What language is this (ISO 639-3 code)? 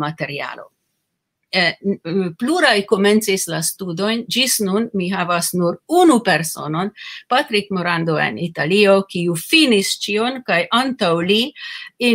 epo